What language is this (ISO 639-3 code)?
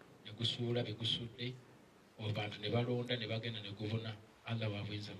lug